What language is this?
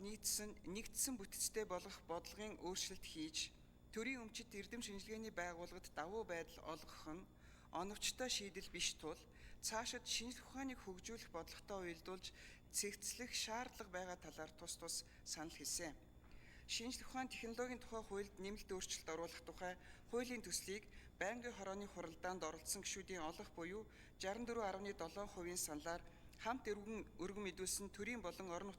Mongolian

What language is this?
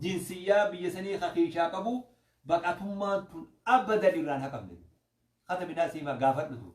Oromo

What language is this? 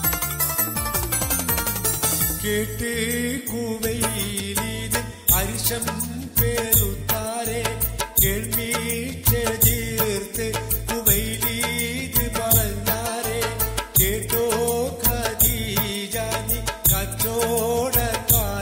Malayalam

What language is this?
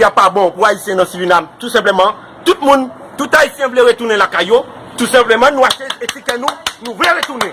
Haitian Creole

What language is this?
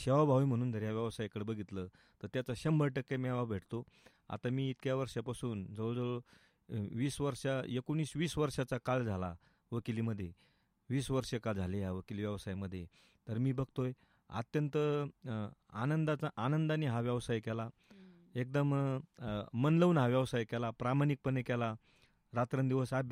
Marathi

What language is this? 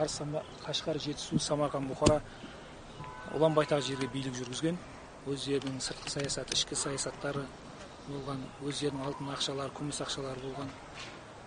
Kazakh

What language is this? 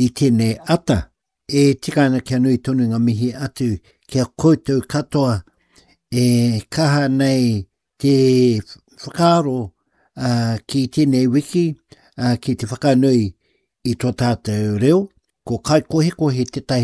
Māori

